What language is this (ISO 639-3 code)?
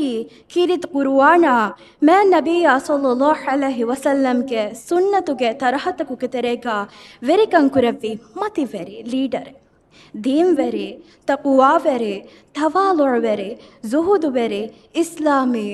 div